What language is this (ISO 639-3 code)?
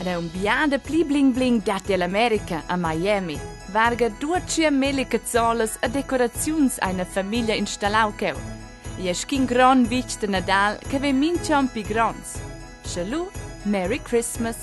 roh